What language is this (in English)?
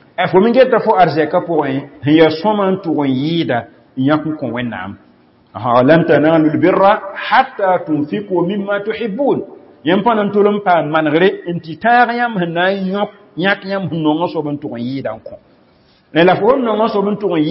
Mossi